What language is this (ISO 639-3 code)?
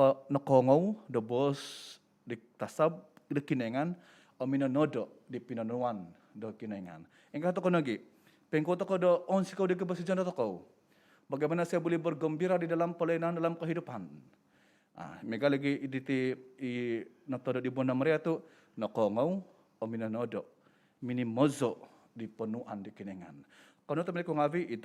dtp